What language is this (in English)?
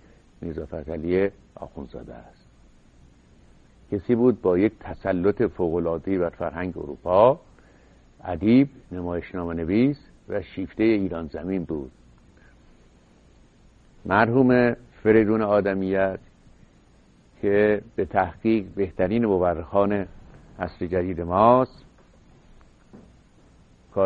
Persian